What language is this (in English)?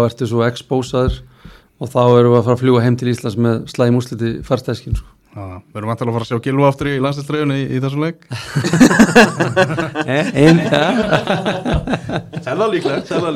Icelandic